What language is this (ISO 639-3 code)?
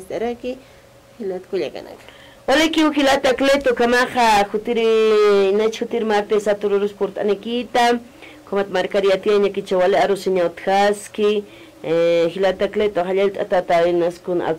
aym